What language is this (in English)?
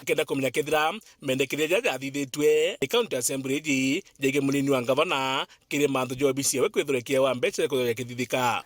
Meru